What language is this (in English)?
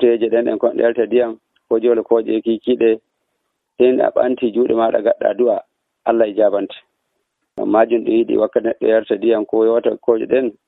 Nigerian Fulfulde